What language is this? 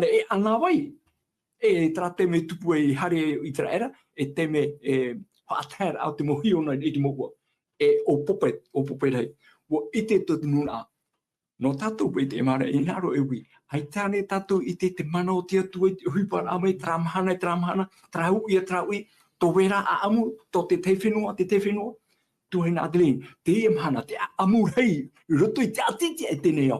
Tahitian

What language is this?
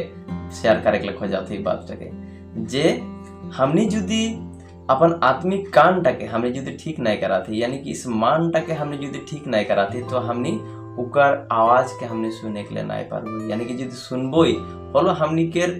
Sadri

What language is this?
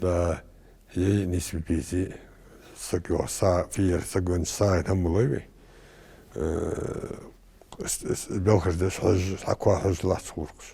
Ingush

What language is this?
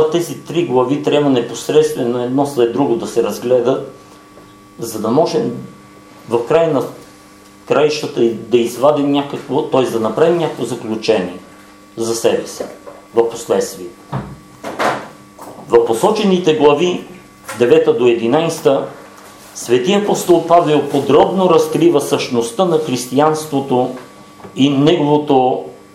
Bulgarian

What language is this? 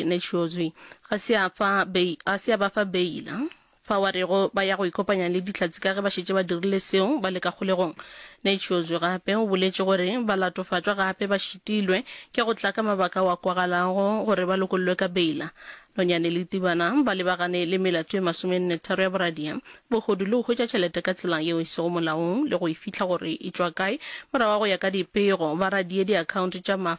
Northern Sotho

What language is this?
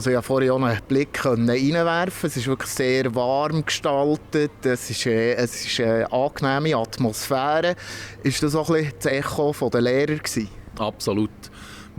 Swiss German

